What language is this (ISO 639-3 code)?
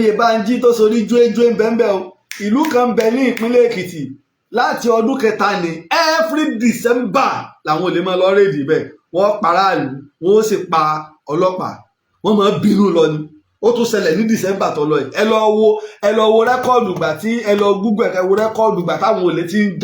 yor